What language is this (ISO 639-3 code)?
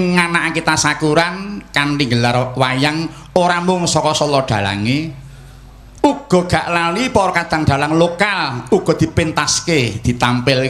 jav